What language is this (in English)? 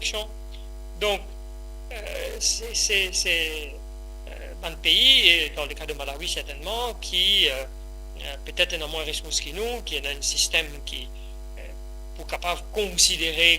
Morisyen